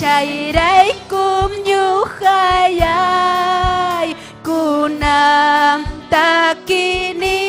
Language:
Ayacucho Quechua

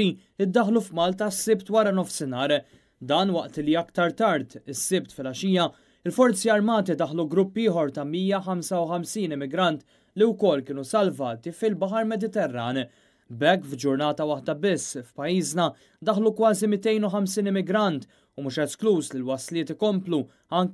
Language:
Maltese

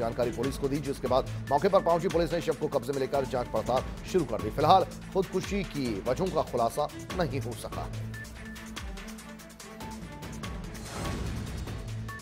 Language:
Hindi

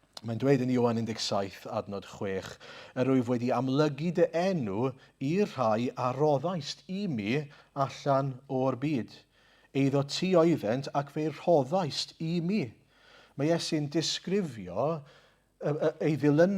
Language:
Welsh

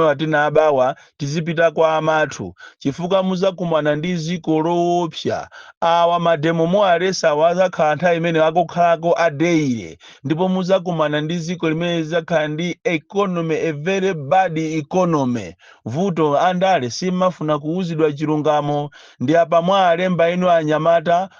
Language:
Nyanja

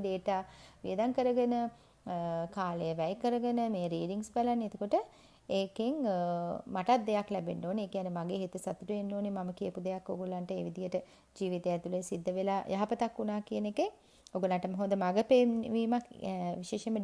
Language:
Sinhala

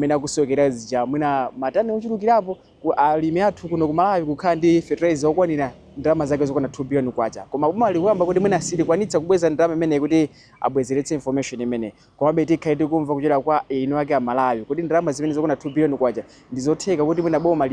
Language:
Nyanja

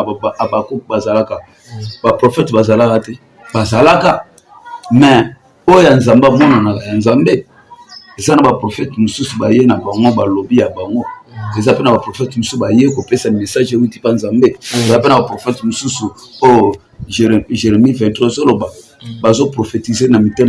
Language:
Lingala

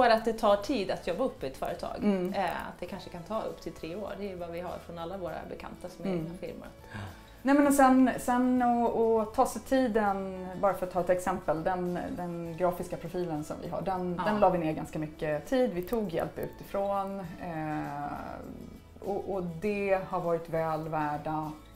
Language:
Swedish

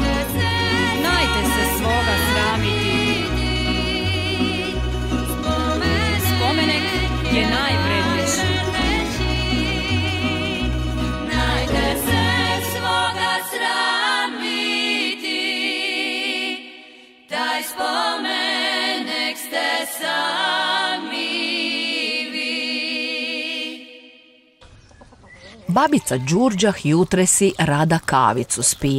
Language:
Croatian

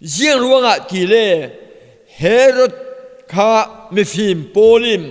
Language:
Falam Chin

